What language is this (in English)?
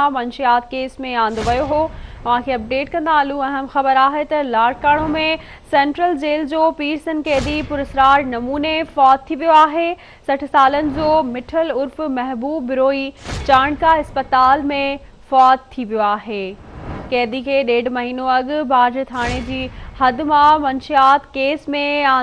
Sindhi